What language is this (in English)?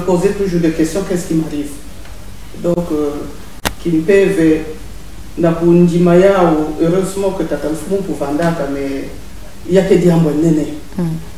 Kituba (Congo)